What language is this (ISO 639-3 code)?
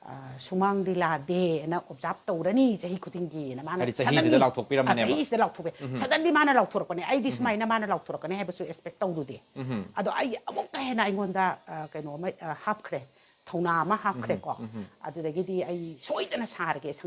mni